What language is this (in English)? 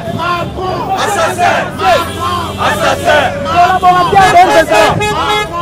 French